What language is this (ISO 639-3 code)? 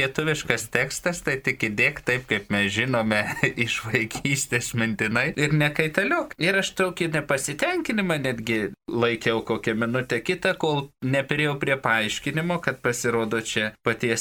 lit